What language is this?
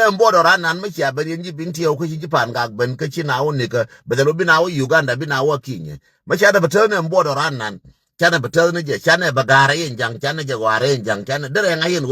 Nuer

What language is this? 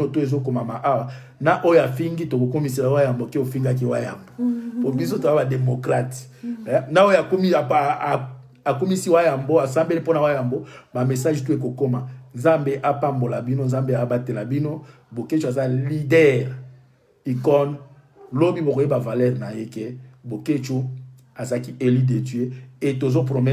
Lingala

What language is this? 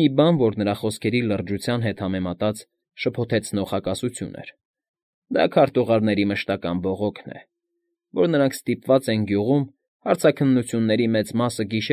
Armenian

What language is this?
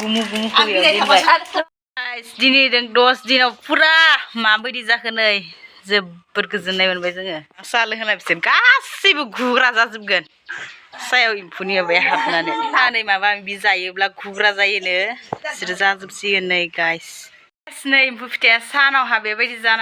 Bodo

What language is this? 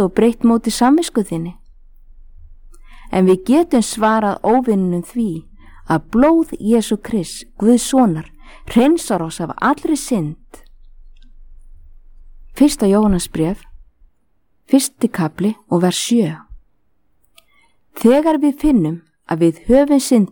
Icelandic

